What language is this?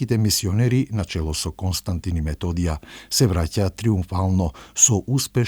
Macedonian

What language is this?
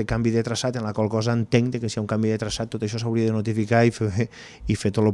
Catalan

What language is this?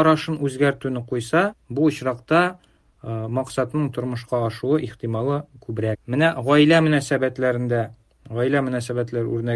Tatar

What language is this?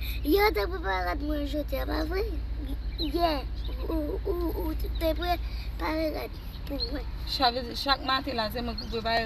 Haitian Creole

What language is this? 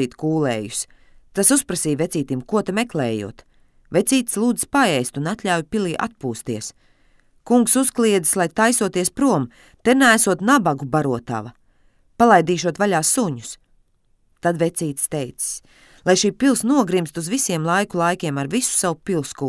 Latvian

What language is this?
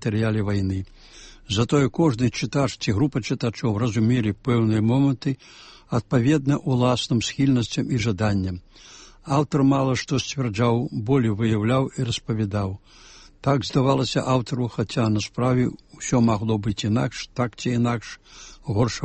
Belarusian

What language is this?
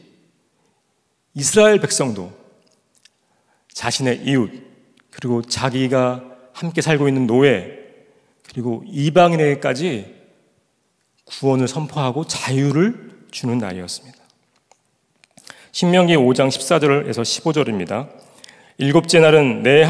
Korean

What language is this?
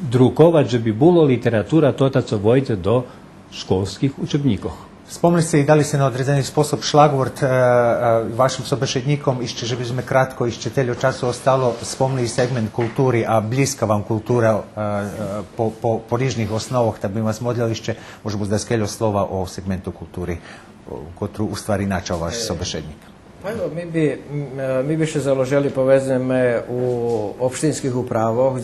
Rusyn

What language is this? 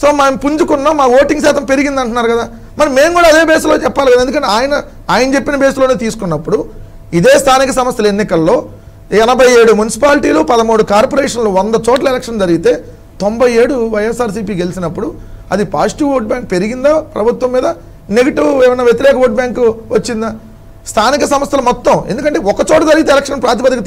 Telugu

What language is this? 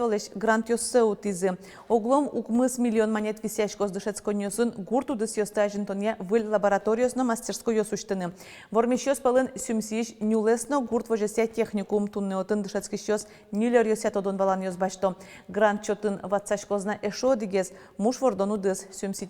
Udmurt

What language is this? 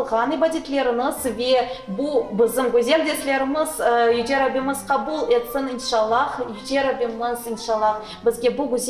Crimean Tatar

